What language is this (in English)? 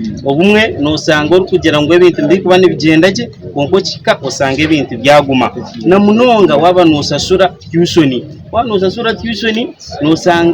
Nyankole